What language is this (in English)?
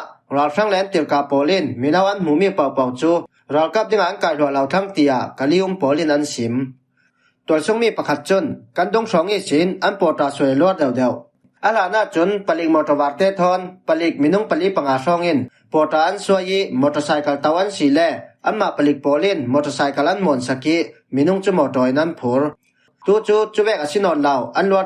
Falam Chin